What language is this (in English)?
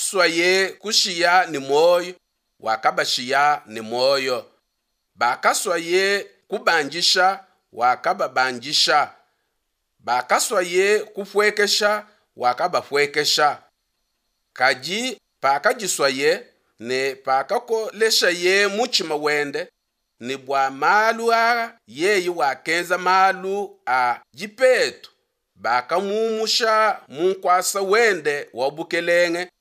Luba-Lulua